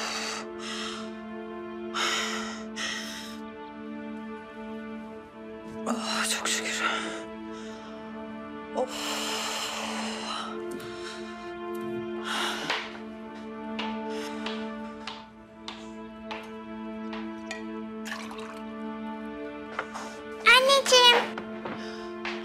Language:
Turkish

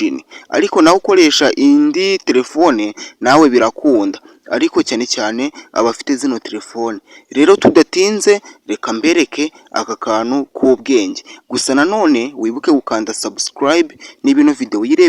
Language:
Kinyarwanda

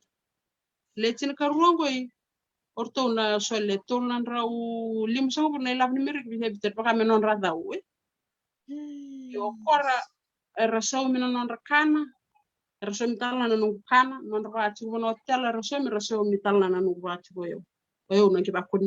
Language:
Fijian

